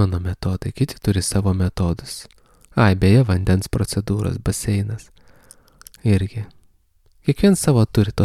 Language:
Lithuanian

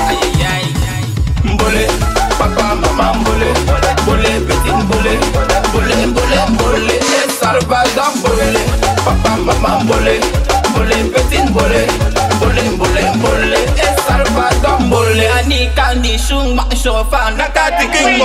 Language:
French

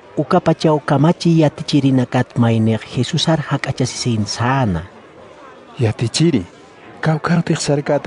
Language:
Aymara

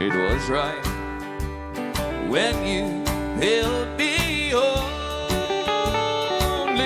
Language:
English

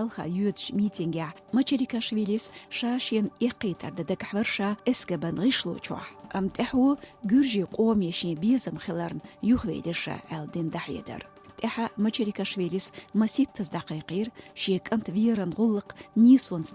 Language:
Chechen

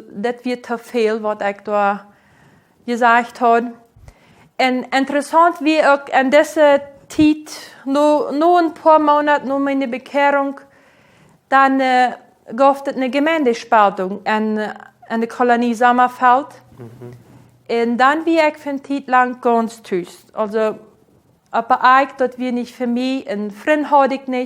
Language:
Plautdietsch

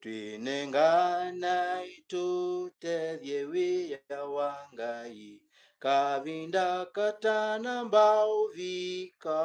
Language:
Kamba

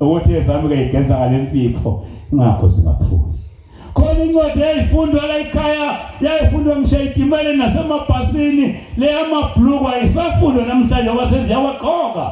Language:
Zulu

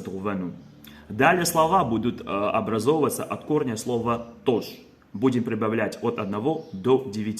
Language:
Kabardian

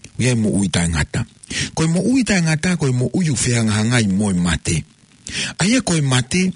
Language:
Tongan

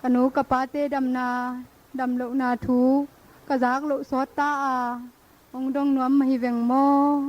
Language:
Tedim Chin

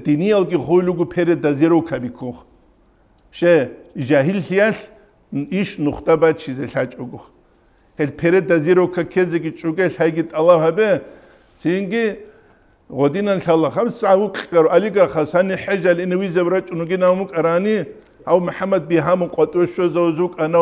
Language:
Avaric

